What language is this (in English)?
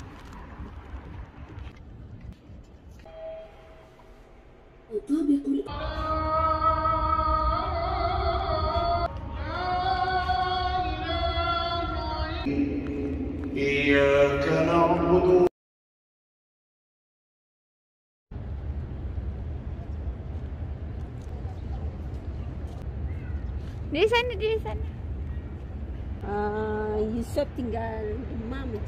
Malay